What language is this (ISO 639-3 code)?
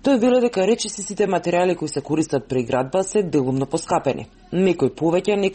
mkd